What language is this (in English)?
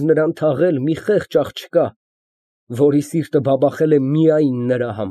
Armenian